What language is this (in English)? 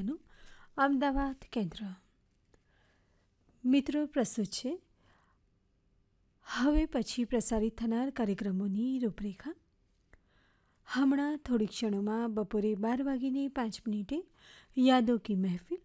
Gujarati